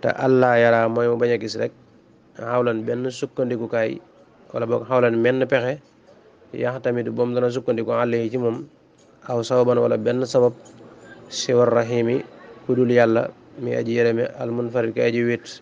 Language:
Wolof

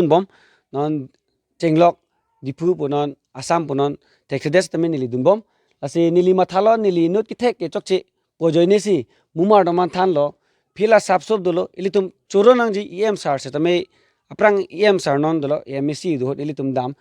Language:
Karbi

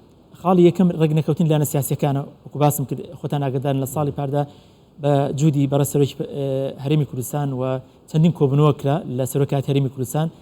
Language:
Central Kurdish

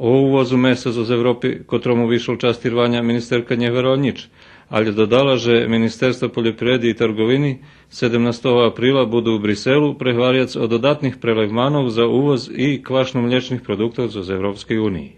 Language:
Rusyn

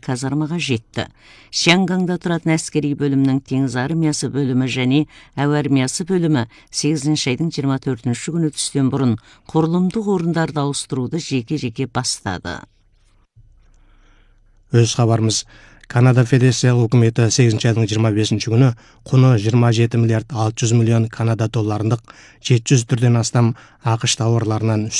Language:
Kazakh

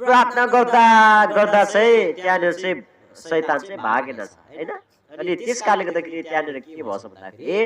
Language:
Nepali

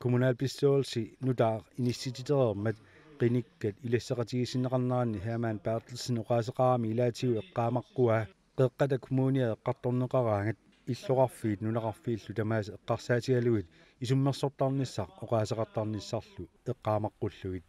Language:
Kalaallisut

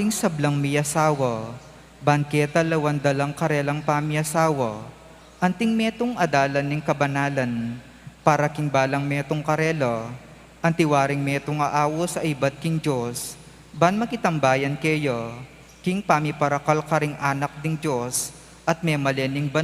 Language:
Pampanga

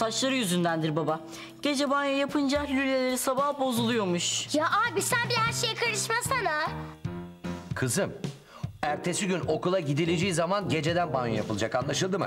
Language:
Turkish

